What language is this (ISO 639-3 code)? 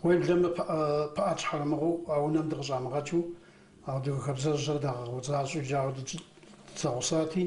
kbd